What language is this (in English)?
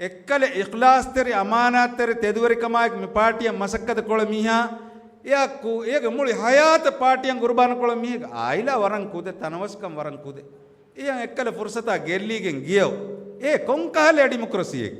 Divehi